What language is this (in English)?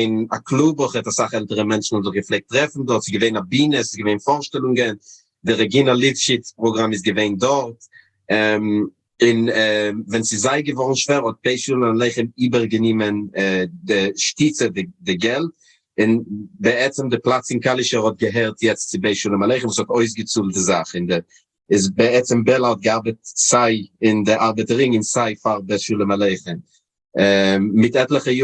Yiddish